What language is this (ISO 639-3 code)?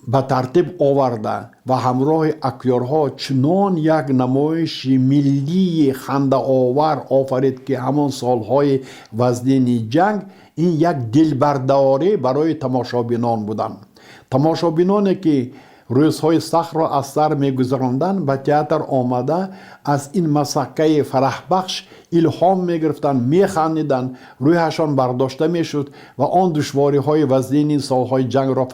tgk